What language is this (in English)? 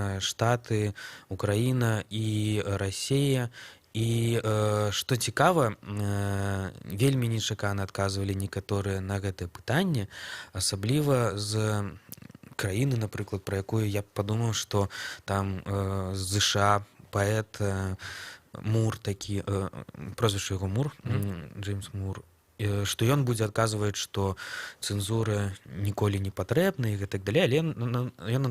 Belarusian